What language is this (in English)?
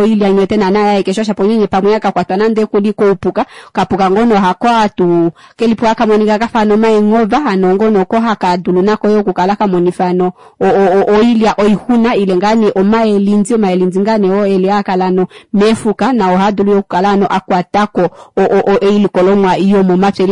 Kuanyama